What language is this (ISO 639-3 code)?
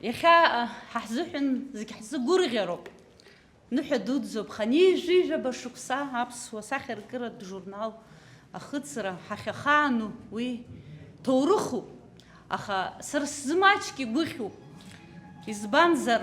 abk